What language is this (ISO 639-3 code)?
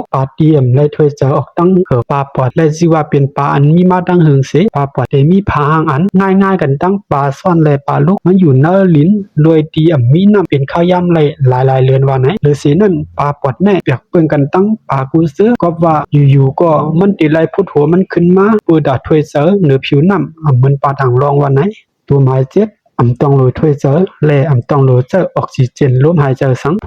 shn